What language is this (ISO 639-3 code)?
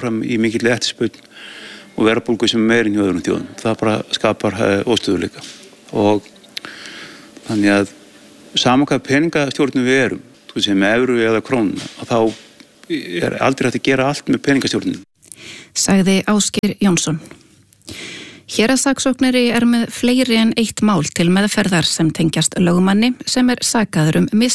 isl